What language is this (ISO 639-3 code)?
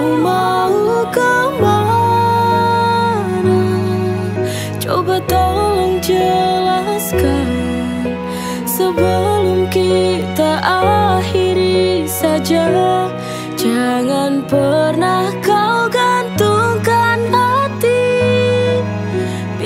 ind